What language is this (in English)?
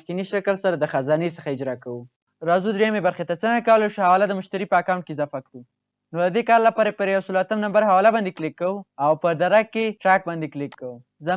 Pashto